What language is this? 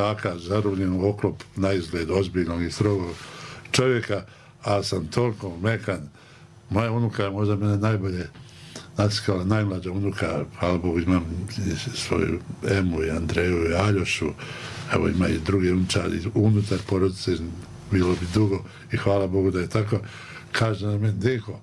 Bosnian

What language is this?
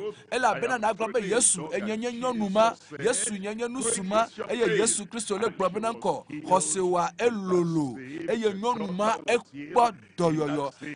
Ewe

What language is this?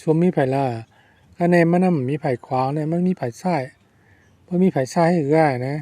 Shan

